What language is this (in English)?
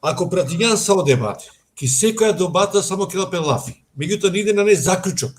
Balkan Romani